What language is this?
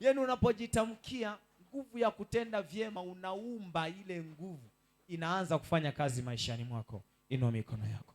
Swahili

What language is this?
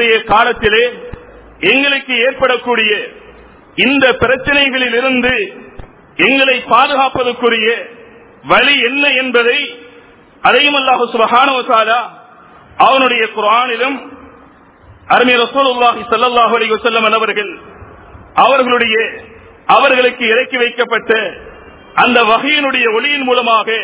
Tamil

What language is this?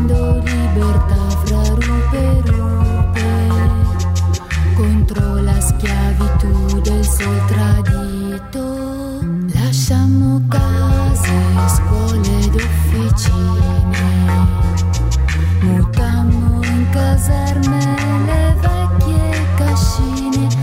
Italian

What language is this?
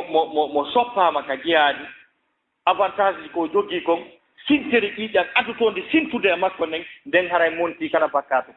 Fula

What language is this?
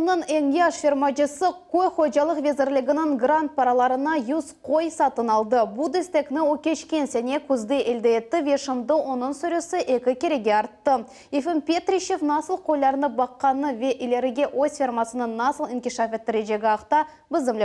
Crimean Tatar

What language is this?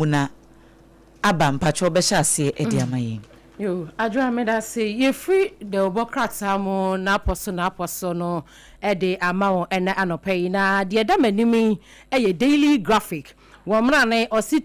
Akan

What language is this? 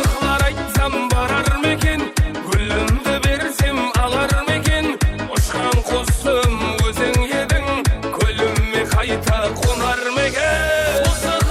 Kara-Kalpak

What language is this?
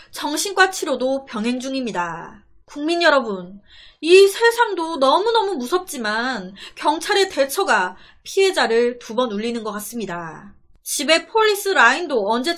Korean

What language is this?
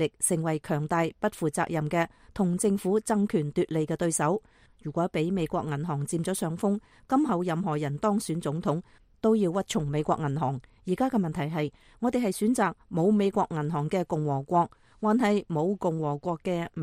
Cantonese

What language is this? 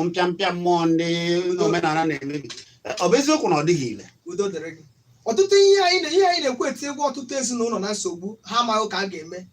Igbo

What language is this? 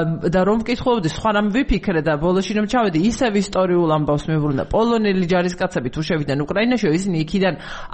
Georgian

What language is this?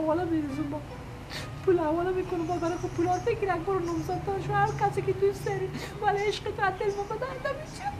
Persian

